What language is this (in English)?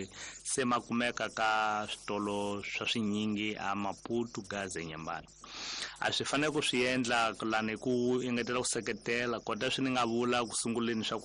Tsonga